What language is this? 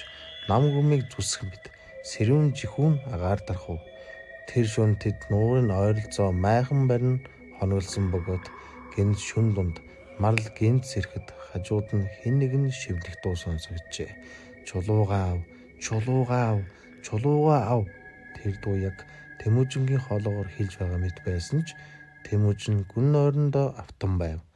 Mongolian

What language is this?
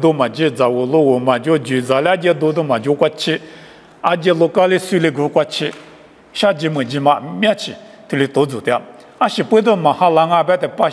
Lisu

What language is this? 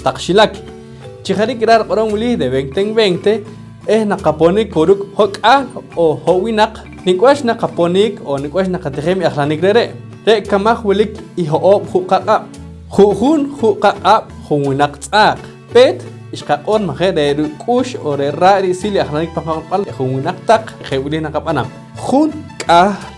Poqomchi'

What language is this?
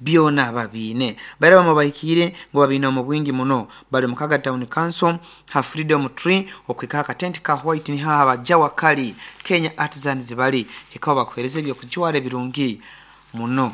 Nyoro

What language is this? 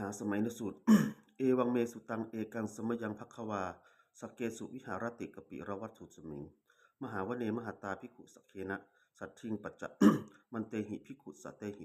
Pali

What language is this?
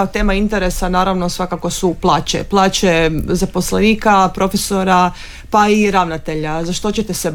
Croatian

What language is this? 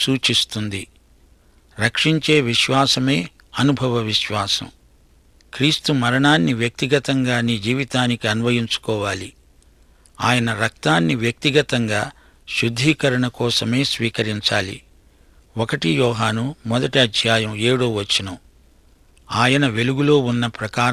Telugu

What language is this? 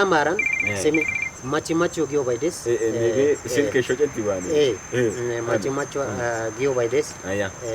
Wolaytta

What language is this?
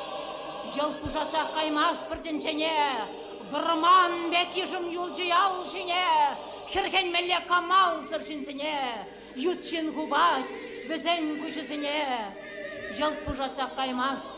Chuvash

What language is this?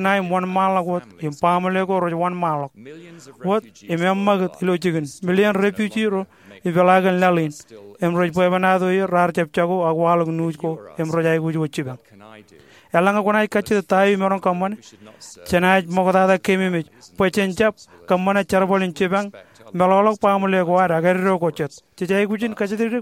Marshallese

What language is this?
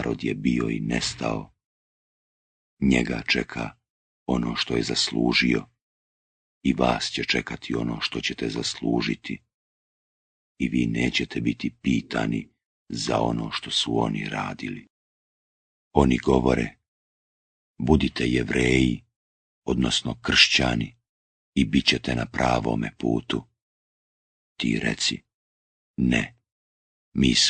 Bosnian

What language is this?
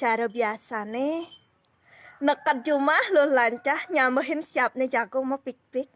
Balinese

